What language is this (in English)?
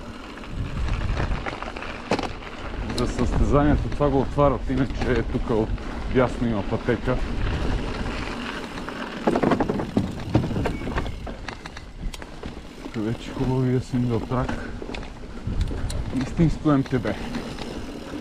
Bulgarian